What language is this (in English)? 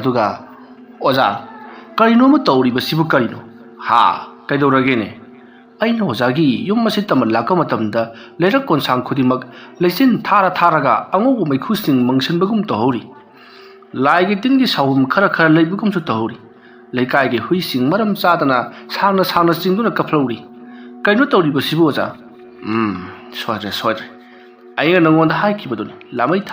Manipuri